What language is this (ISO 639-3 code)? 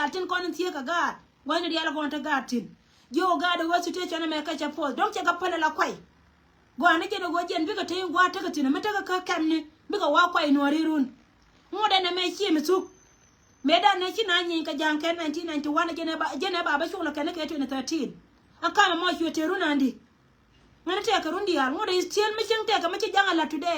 nus